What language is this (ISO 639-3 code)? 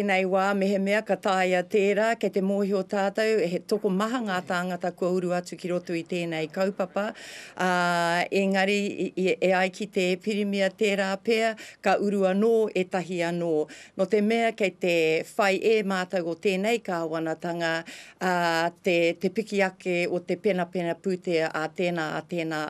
mri